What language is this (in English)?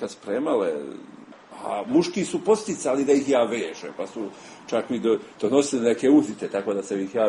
Serbian